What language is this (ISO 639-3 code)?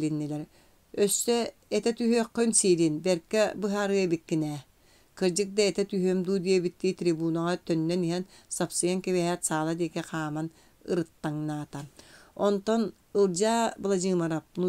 sah